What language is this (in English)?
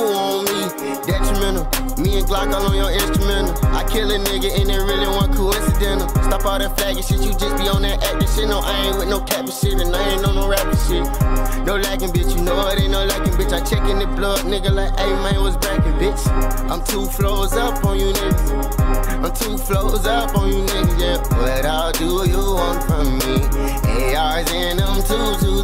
English